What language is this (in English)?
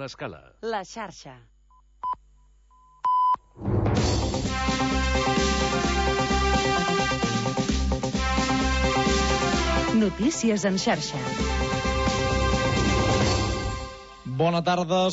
Catalan